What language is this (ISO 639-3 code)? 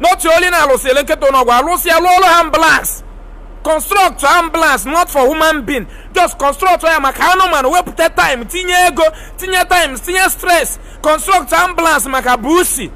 ibo